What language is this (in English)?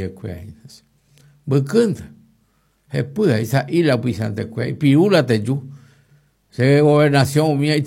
Guarani